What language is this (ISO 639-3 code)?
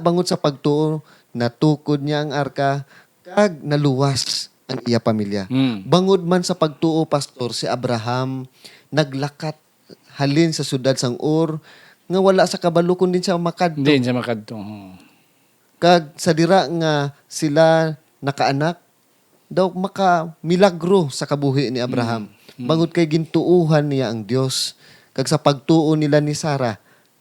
hil